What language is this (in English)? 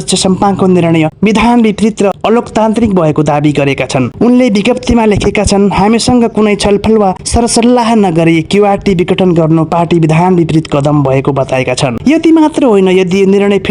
Nepali